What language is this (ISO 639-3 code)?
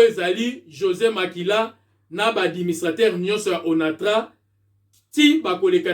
lin